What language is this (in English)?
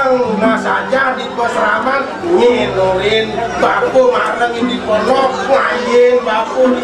Balinese